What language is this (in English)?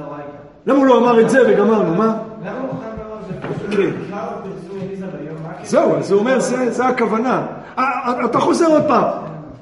Hebrew